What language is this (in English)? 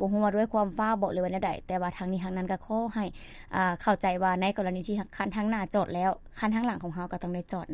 Lao